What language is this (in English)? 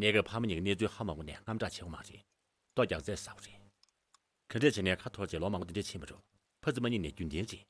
Tibetan